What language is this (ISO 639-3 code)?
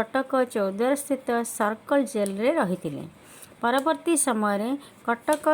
ori